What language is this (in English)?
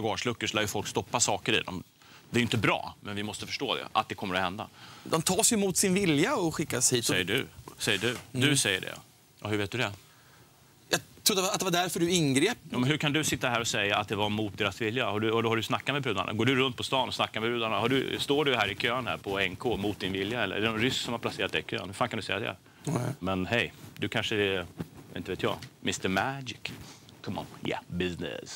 Swedish